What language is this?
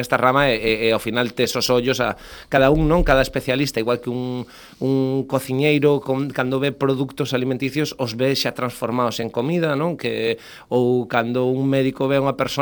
Galician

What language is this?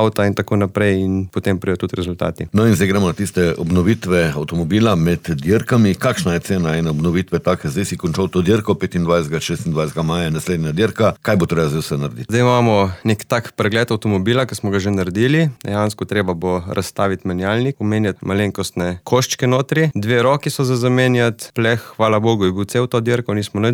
Slovenian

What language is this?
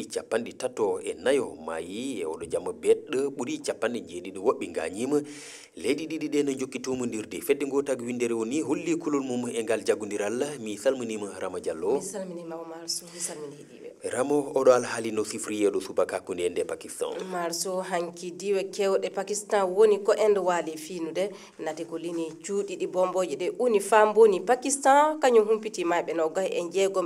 Fula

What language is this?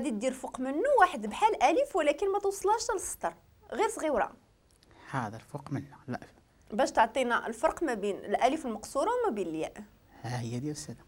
Moroccan Arabic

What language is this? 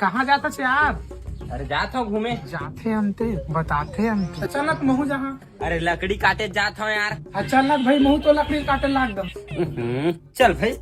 Chhattisgarhi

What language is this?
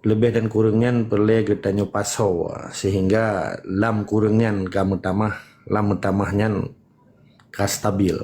Achinese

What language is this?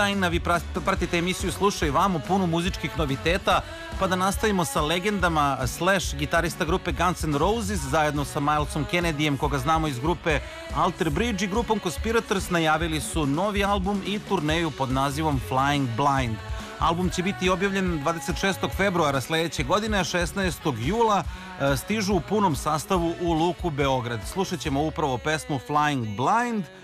Serbian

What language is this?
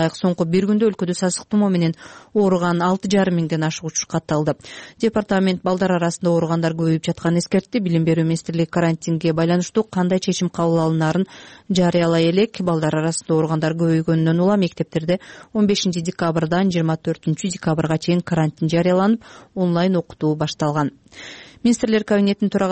Kyrgyz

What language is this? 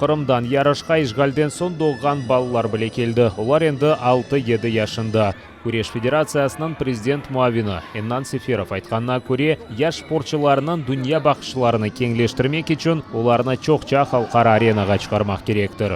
Crimean Tatar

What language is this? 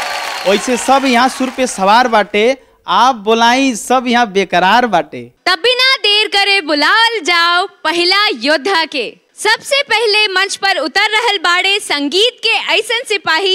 Bhojpuri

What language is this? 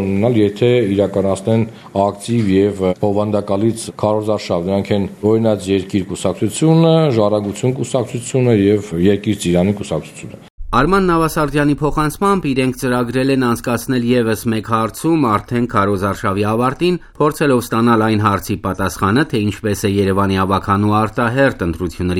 Armenian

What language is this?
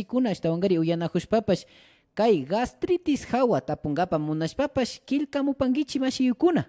Imbabura Highland Quichua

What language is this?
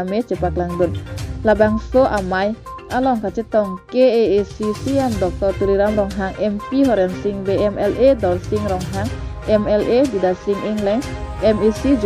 Karbi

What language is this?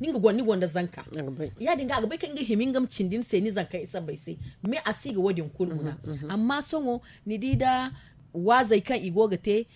Zarma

